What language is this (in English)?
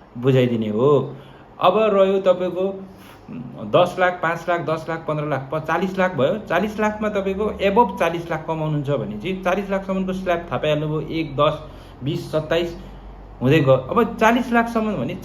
Nepali